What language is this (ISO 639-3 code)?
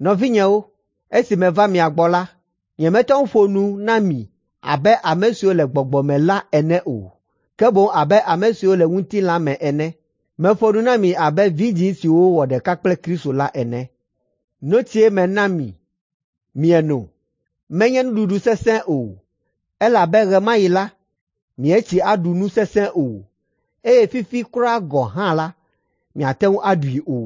ewe